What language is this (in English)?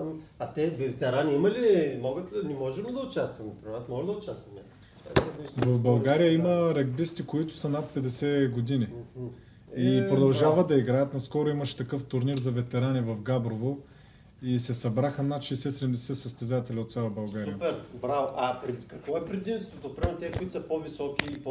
Bulgarian